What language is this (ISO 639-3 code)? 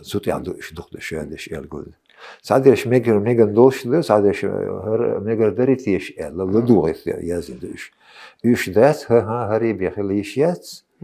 che